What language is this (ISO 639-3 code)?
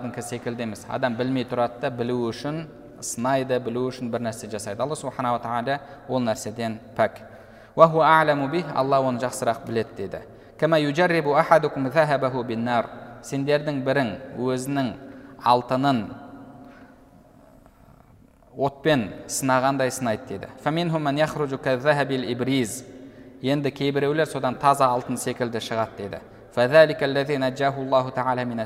kaz